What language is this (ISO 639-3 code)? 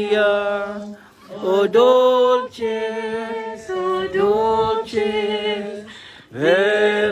ceb